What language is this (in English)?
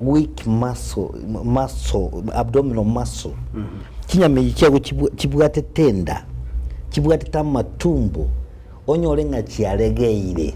Gusii